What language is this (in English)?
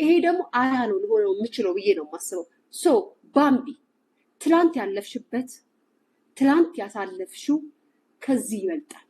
Amharic